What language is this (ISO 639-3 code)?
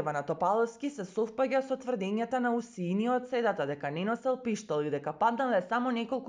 mkd